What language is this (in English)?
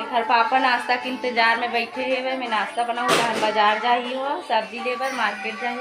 Chhattisgarhi